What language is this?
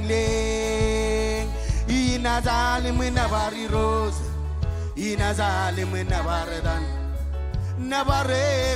Marshallese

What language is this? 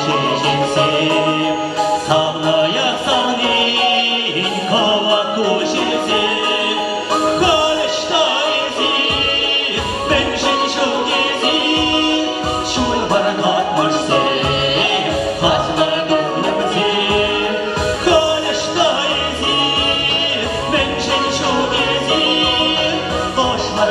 Chuvash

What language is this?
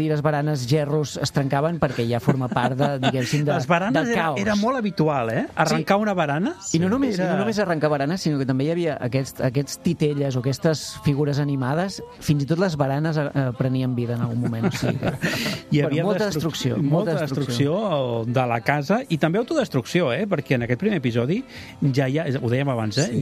Catalan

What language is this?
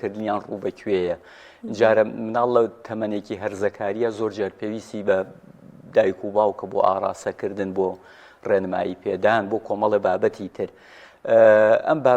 Central Kurdish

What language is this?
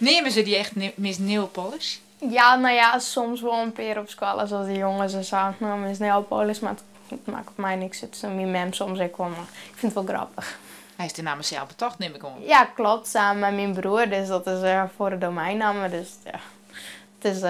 Western Frisian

